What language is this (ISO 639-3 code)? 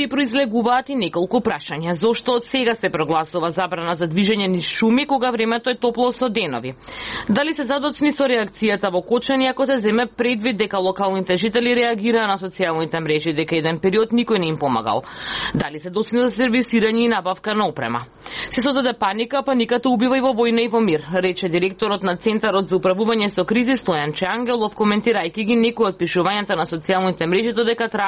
mkd